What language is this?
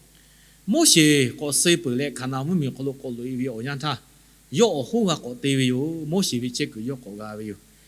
Lahu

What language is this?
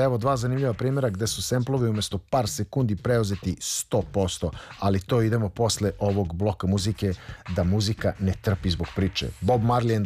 Serbian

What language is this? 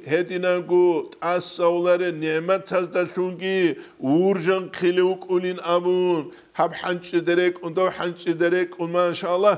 Avaric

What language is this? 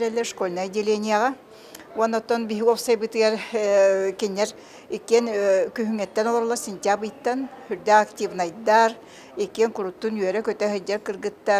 Yakut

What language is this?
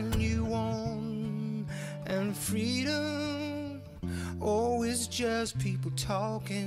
Western Frisian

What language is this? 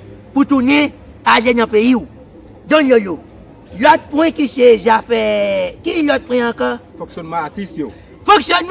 Haitian Creole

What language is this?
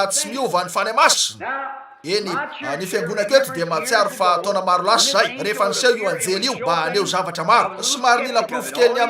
Malagasy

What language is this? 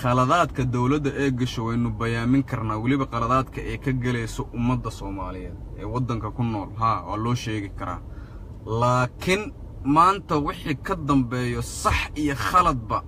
Somali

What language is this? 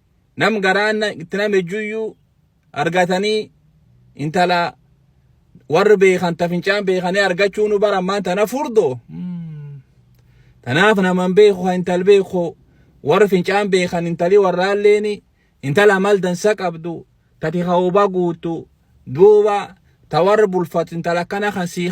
Oromo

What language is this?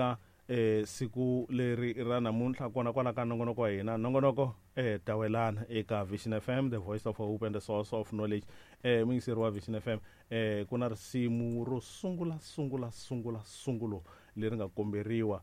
Tsonga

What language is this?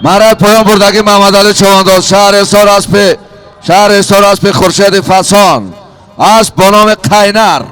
Tajik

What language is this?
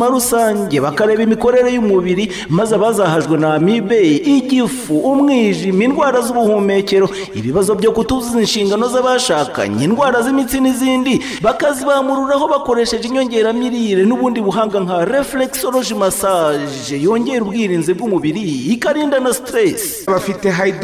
Kinyarwanda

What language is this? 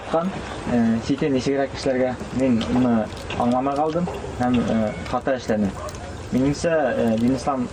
Bashkir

